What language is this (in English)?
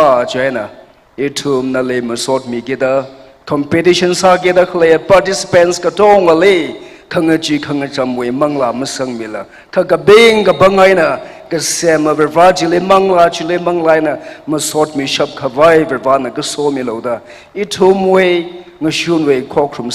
Tangkhul Naga (India)